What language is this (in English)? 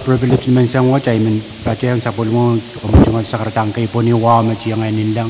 Pohnpeian